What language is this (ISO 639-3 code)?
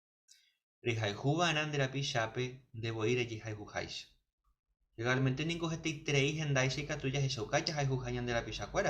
grn